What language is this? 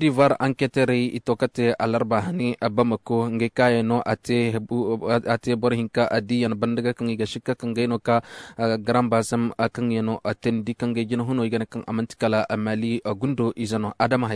Koyraboro Senni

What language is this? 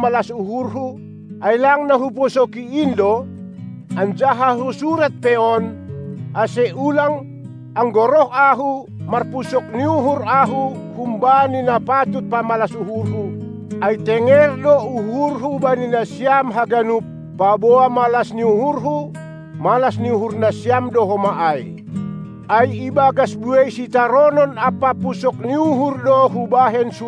Batak Simalungun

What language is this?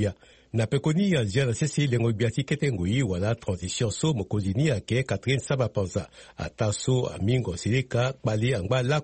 Sango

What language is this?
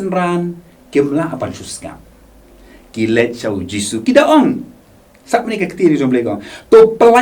Khasi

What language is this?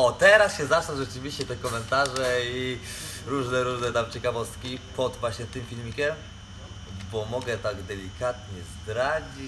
Polish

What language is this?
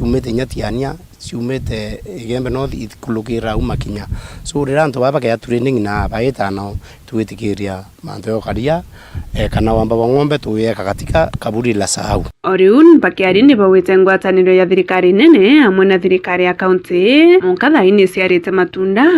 Meru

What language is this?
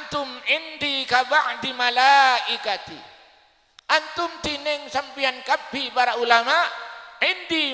Madurese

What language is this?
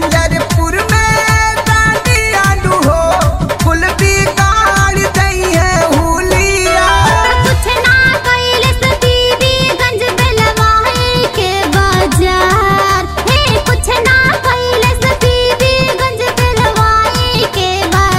Bhojpuri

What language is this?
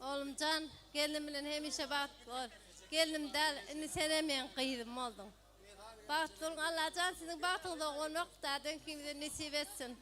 Turkmen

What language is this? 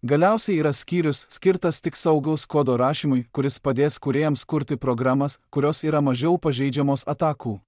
Lithuanian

